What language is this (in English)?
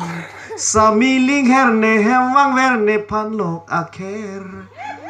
Karbi